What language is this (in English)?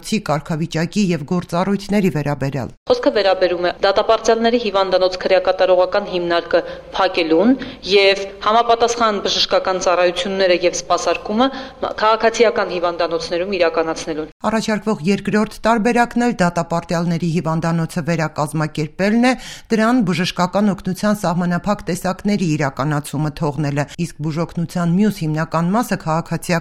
Armenian